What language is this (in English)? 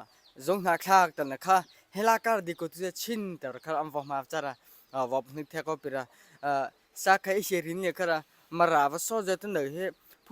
Hakha Chin